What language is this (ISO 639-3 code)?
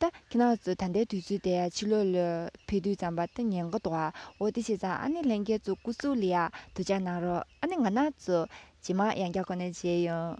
bod